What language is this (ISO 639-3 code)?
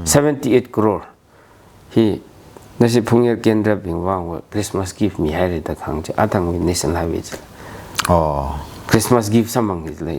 nmf